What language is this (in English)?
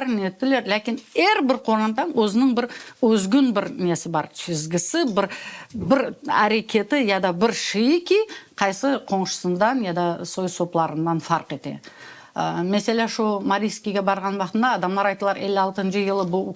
Crimean Tatar